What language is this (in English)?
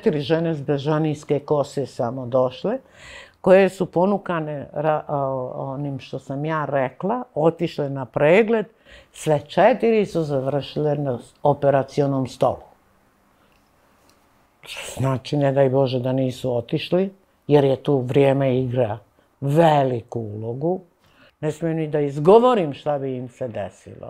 Serbian